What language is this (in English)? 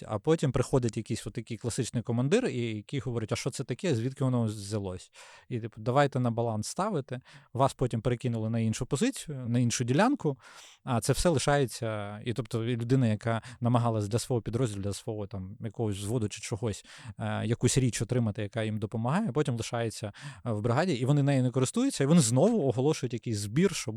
Ukrainian